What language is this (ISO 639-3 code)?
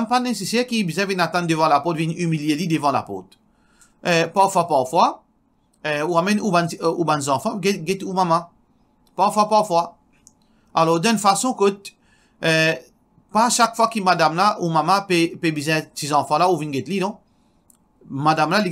mfe